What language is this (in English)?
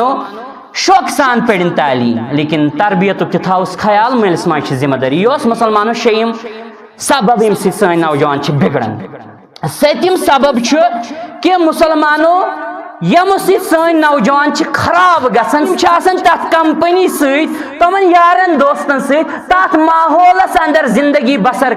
Kashmiri